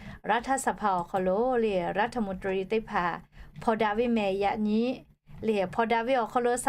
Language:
Lahu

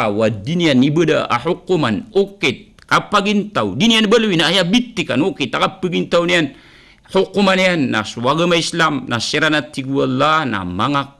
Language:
Maranao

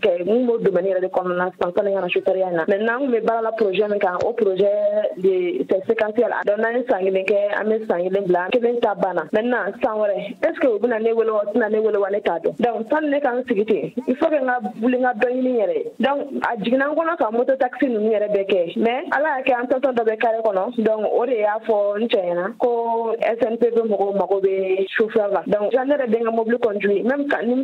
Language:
Bambara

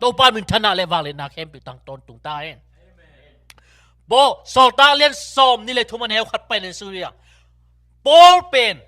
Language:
Tedim Chin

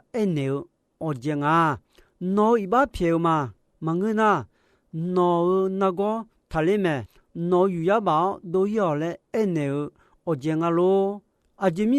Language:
Akha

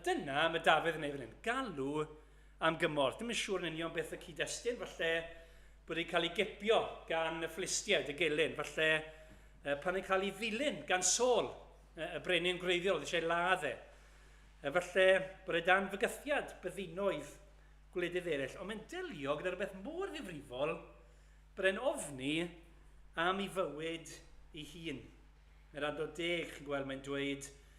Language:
Welsh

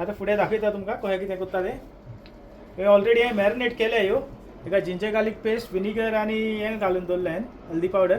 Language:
Konkani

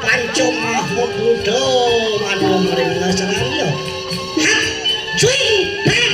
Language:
Balinese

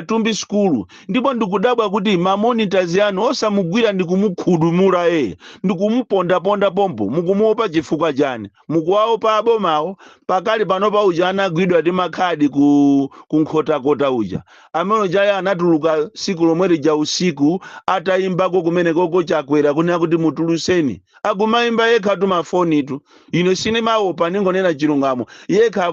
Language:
Nyanja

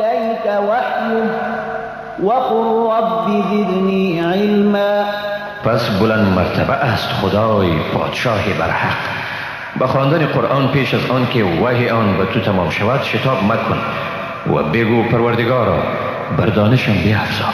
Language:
Persian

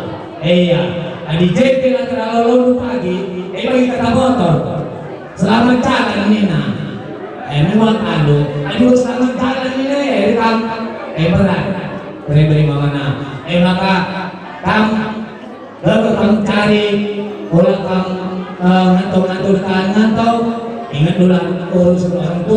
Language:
Batak Karo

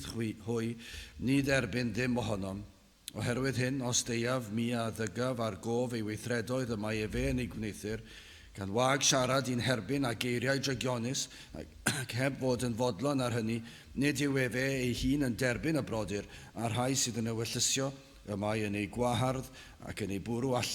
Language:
Welsh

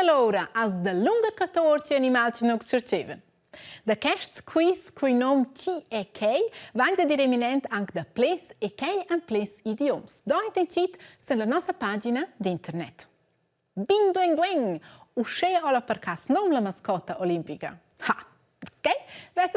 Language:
Romansh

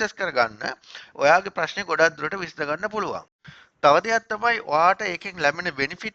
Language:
Sinhala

